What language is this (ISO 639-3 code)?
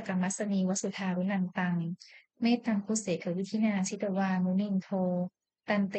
pli